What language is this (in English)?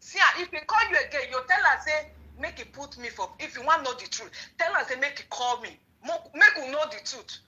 Nigerian Pidgin